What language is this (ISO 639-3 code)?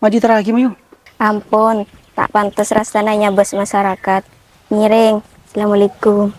mad